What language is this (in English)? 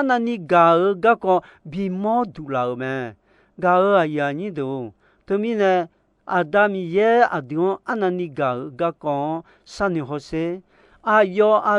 Akha